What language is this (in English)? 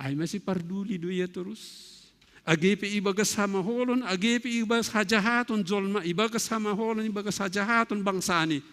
Batak Simalungun